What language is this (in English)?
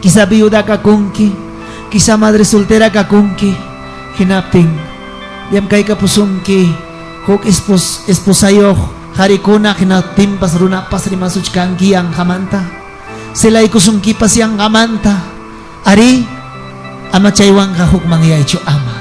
Ayacucho Quechua